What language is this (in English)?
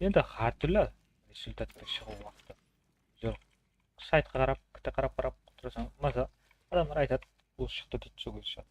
Kara-Kalpak